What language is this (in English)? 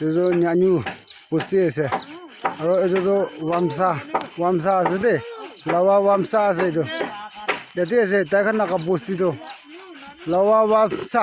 Naga Pidgin